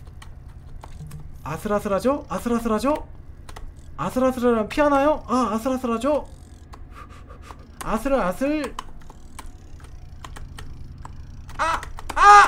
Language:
Korean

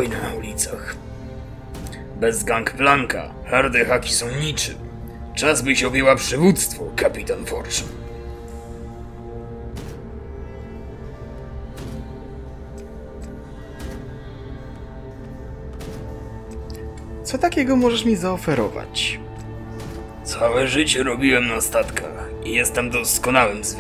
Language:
Polish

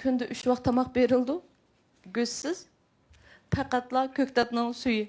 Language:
Uyghur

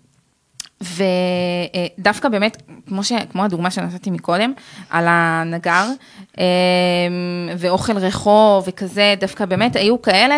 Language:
Hebrew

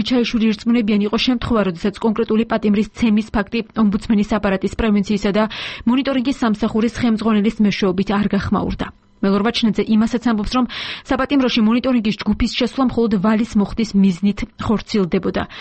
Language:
Georgian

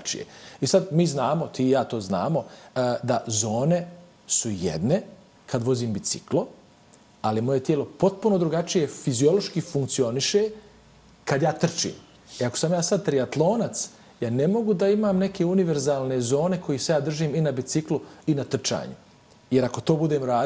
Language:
Bosnian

